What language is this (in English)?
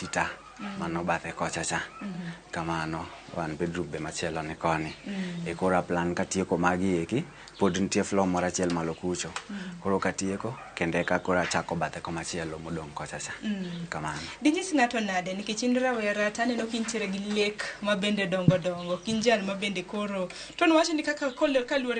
Luo (Kenya and Tanzania)